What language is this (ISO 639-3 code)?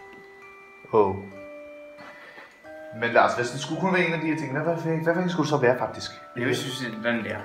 dan